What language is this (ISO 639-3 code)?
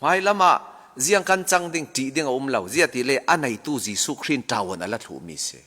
cfm